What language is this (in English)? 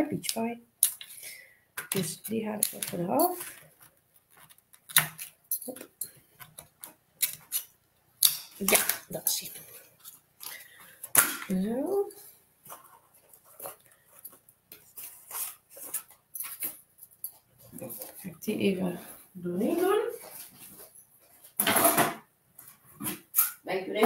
Dutch